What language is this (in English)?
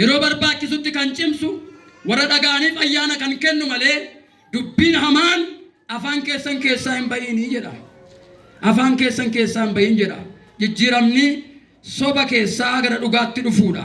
Oromo